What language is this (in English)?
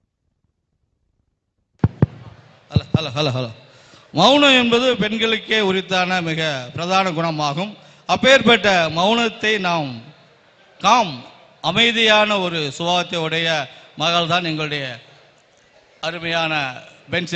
Tamil